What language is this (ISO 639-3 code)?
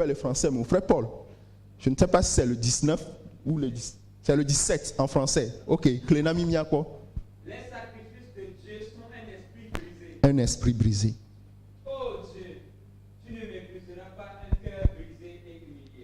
ewe